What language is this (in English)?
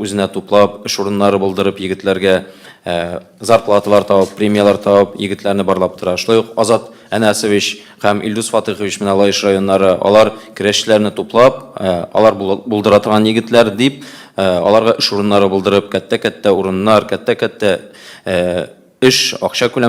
Tatar